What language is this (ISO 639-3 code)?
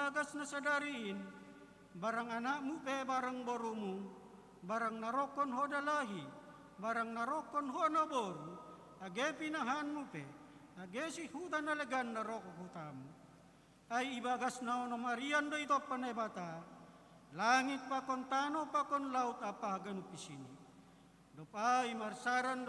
bts